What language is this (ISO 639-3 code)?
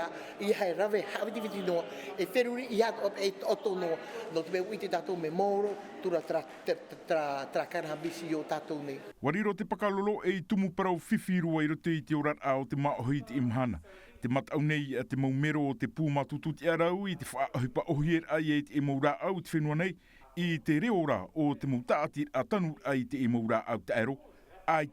tah